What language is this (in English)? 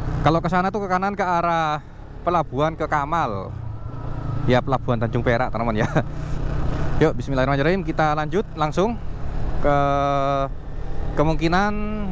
Indonesian